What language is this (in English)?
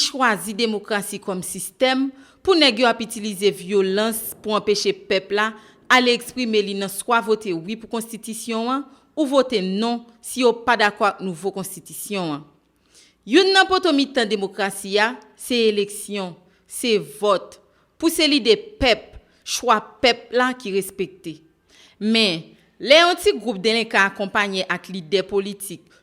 Haitian Creole